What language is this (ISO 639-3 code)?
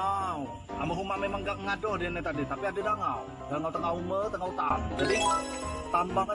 mui